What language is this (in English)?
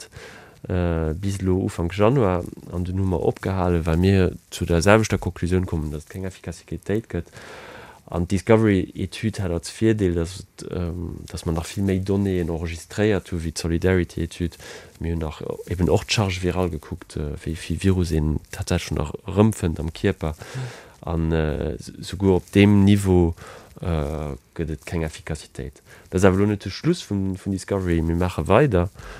Luxembourgish